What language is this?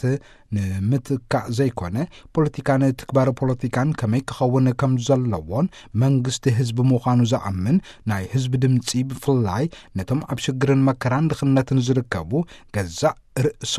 Tigrinya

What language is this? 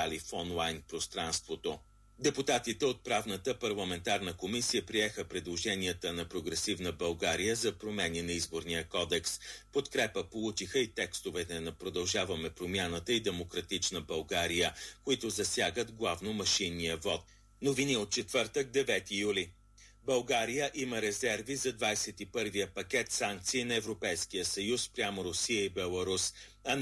Bulgarian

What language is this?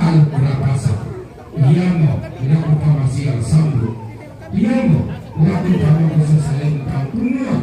Toraja-Sa'dan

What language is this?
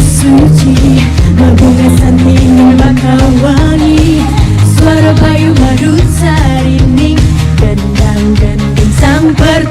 Balinese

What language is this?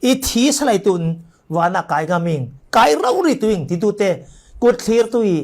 Falam Chin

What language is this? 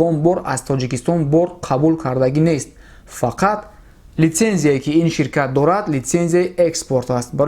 Tajik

